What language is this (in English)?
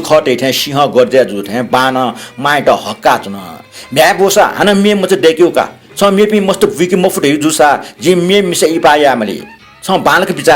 Newari